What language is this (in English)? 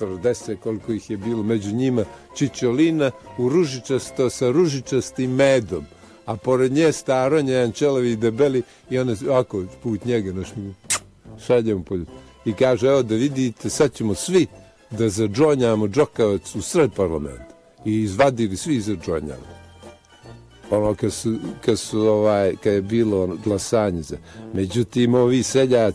Bosnian